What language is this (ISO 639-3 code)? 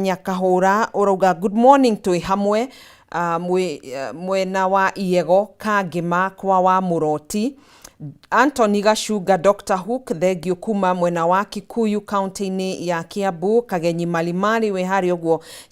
kik